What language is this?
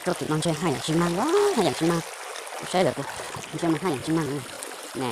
Hmong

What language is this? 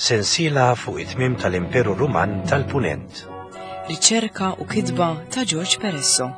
Maltese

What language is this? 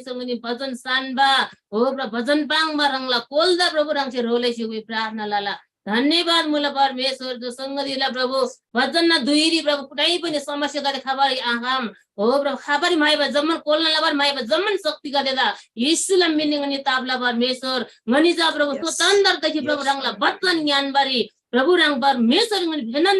Eastern Tamang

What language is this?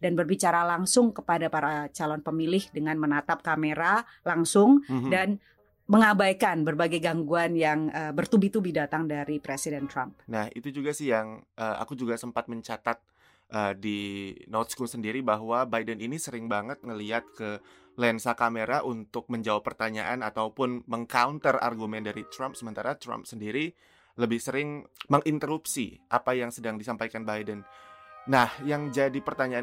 Indonesian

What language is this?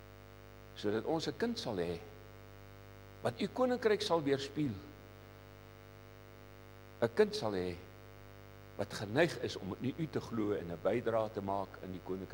Afrikaans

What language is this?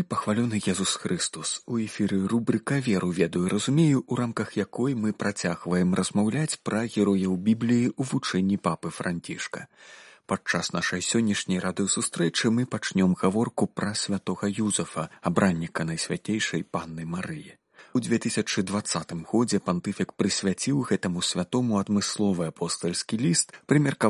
Belarusian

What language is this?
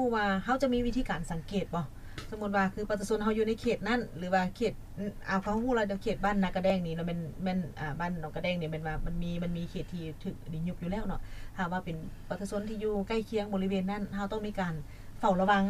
Lao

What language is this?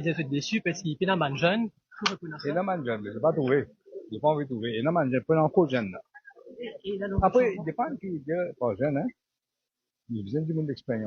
Morisyen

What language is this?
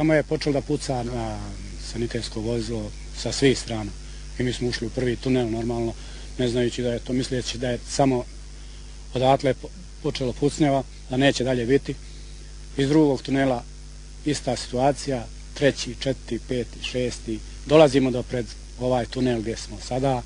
Bosnian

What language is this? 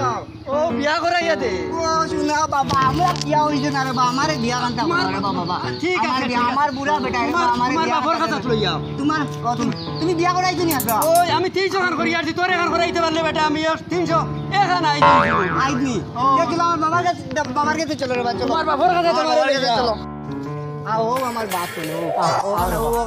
Sylheti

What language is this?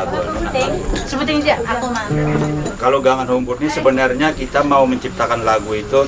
Banjar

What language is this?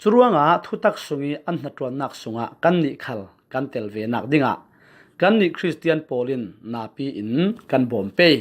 Falam Chin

